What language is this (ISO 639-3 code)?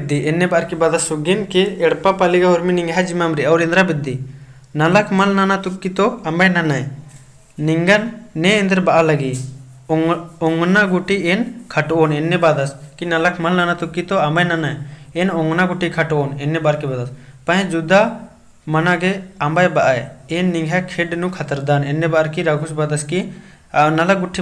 kru